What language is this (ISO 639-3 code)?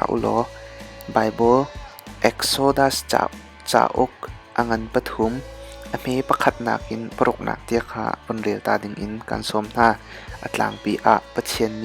cnh